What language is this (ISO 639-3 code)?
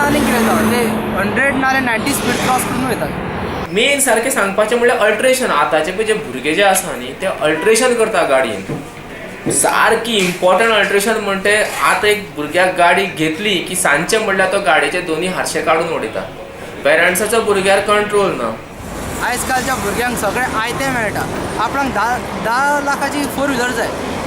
kok